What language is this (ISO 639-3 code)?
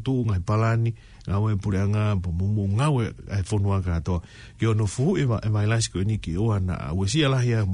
ton